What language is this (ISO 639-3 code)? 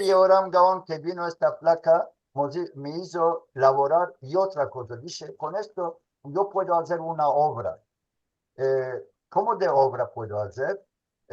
lad